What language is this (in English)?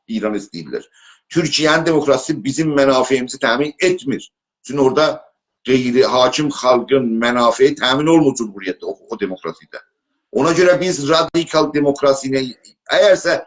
South Azerbaijani